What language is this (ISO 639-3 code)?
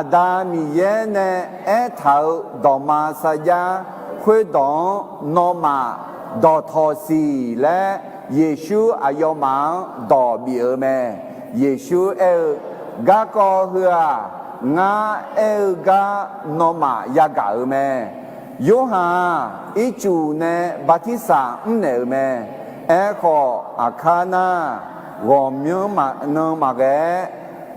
ahk